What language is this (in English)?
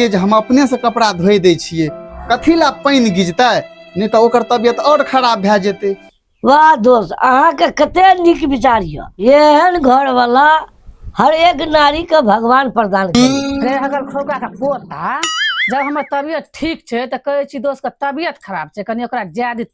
Maithili